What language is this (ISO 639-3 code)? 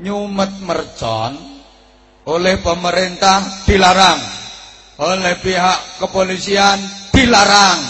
jav